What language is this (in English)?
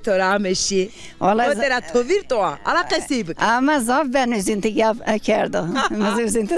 Zaza